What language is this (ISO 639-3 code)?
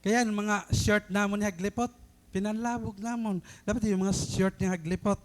war